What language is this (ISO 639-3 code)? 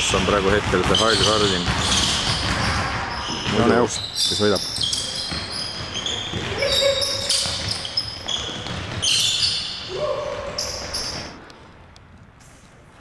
est